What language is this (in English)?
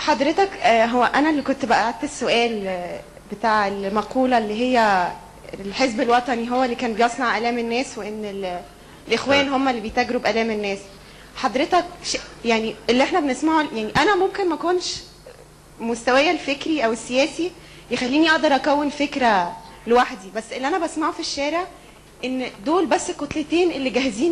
Egyptian Arabic